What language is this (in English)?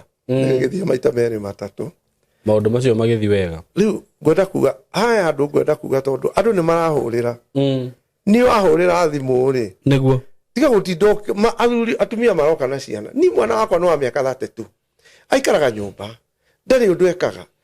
Kikuyu